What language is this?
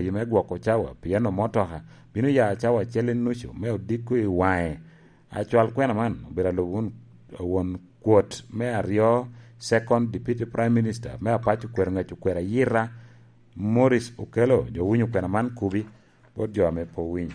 Lango (Uganda)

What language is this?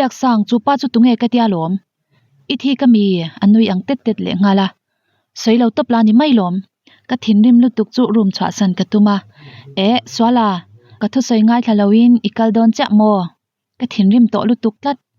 Mizo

